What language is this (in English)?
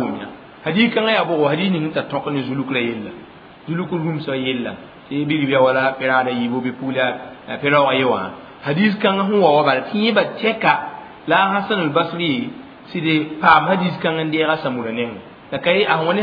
Mossi